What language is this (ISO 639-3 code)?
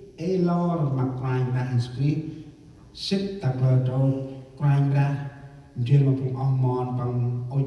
cmo